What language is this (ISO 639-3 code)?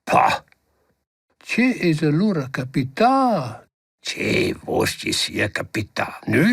roh